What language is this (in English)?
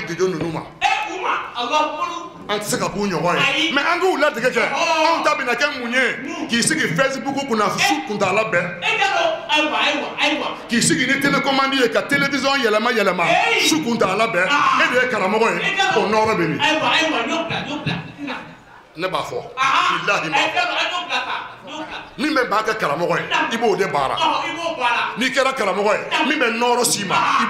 Bambara